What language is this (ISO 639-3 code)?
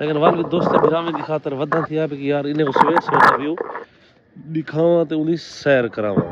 skr